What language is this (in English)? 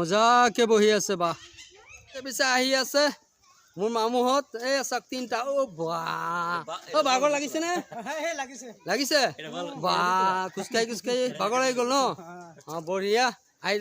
Assamese